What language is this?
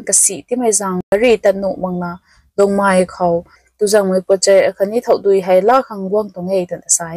Rongmei Naga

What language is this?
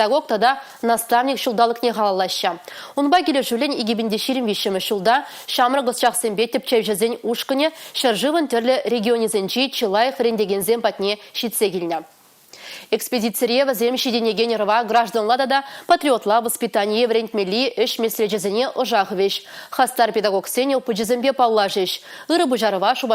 Chuvash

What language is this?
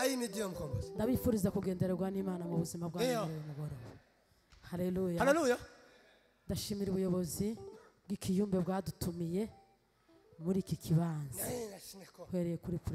Kinyarwanda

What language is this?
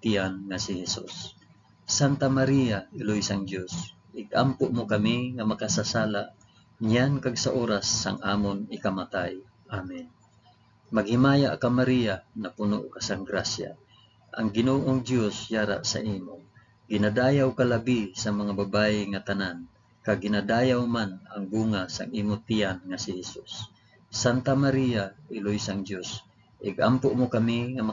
Hiligaynon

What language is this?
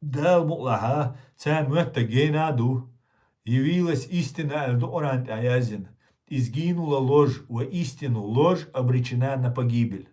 Chechen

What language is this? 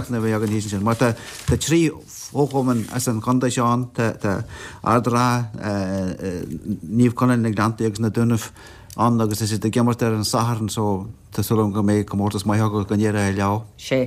Irish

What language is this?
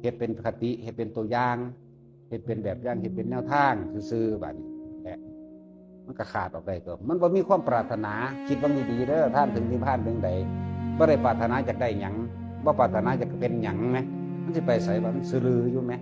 Northeastern Thai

